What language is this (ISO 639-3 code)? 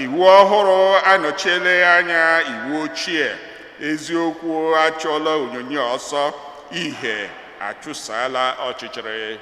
ibo